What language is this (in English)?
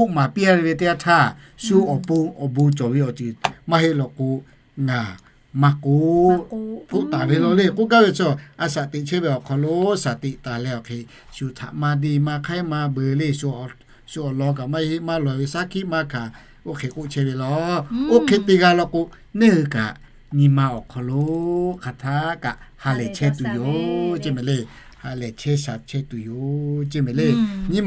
Lahu